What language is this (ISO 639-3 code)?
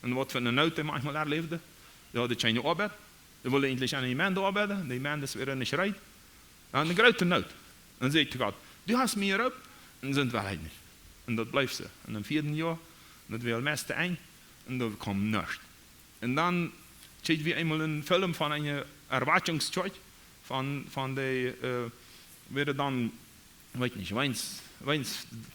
pdt